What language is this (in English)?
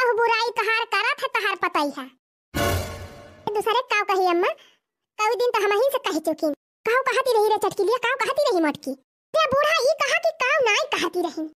Awadhi